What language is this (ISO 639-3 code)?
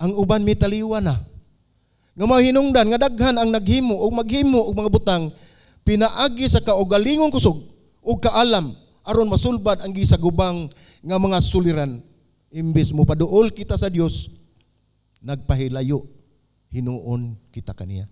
ceb